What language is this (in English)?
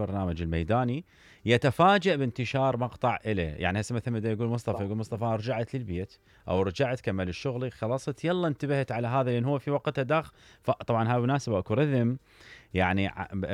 Mesopotamian Arabic